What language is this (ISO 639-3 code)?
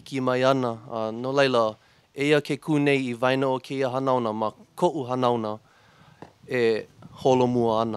haw